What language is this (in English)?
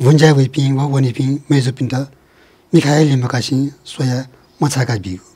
Newari